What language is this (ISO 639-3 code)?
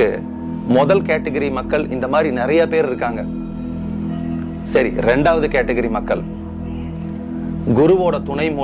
tam